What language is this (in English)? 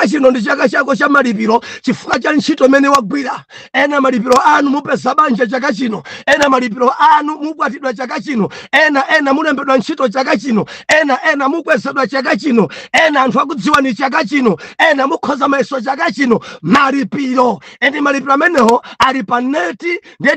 Nyanja